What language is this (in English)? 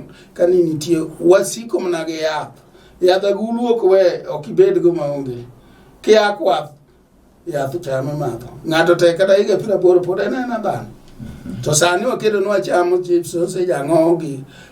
Luo (Kenya and Tanzania)